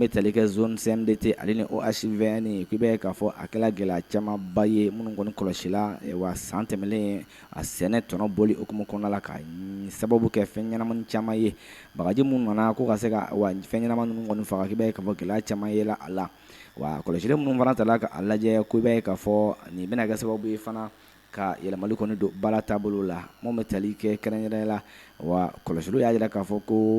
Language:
Bambara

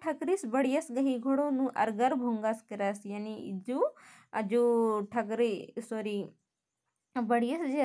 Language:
Kurukh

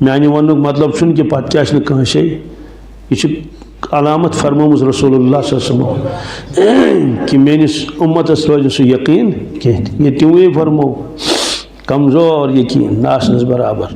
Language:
Kashmiri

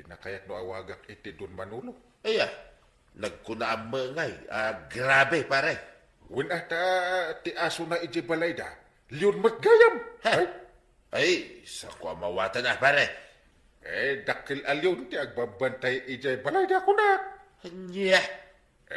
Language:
Iloko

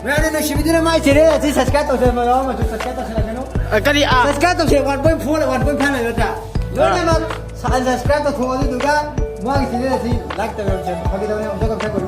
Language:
Manipuri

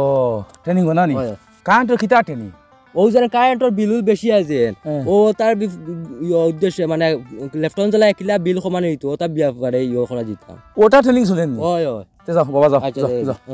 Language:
Sylheti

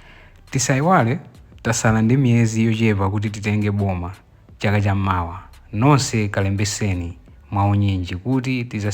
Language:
Nyanja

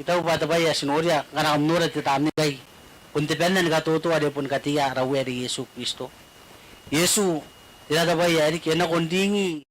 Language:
Gilbertese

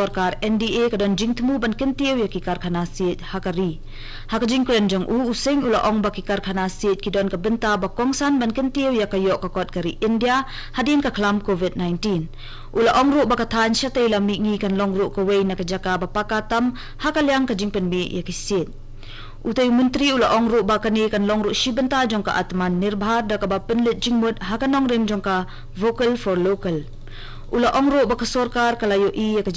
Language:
Khasi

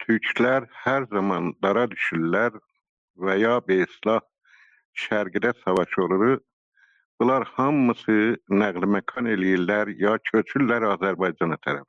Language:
South Azerbaijani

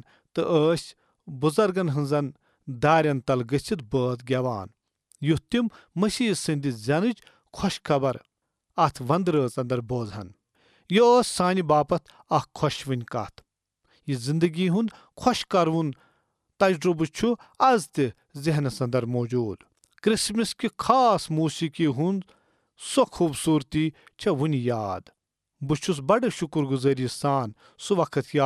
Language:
Kashmiri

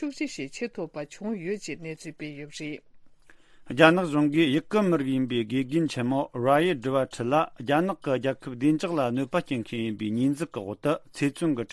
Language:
Tibetan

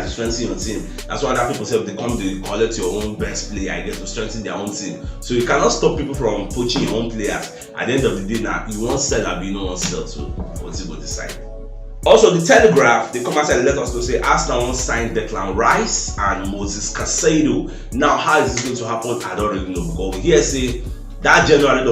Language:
Nigerian Pidgin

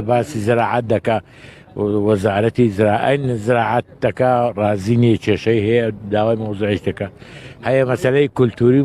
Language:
Central Kurdish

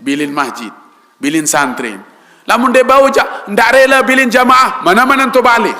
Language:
Sasak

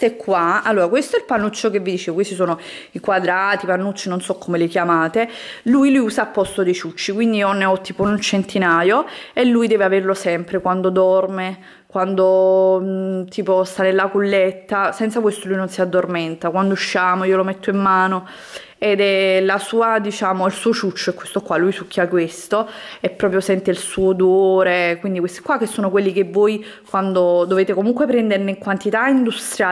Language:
Italian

